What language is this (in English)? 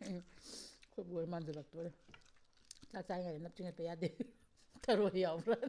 Manipuri